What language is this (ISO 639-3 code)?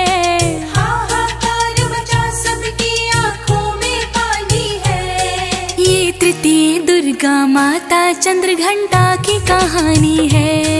hin